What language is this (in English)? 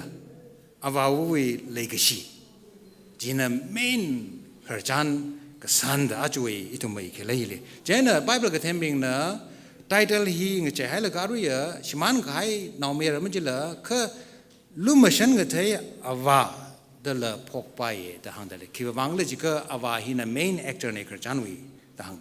Tangkhul Naga (India)